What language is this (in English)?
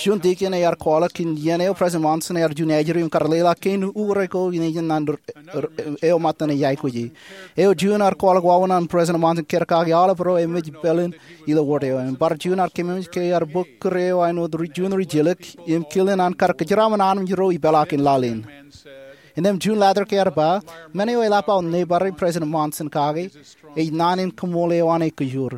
Marshallese